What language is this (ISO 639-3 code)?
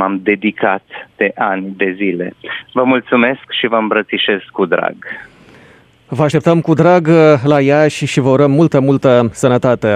ron